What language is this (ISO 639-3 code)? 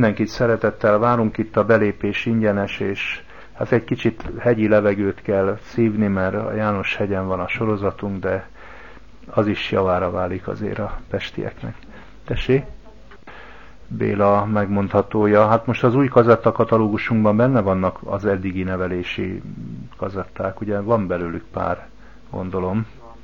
hun